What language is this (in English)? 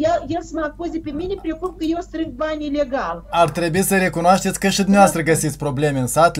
Romanian